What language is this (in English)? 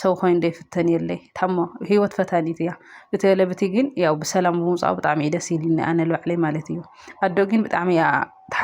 Tigrinya